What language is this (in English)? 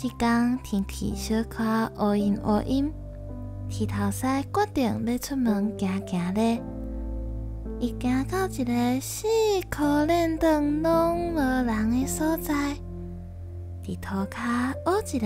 Min Nan Chinese